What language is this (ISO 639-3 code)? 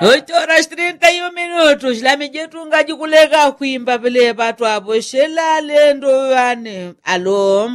yao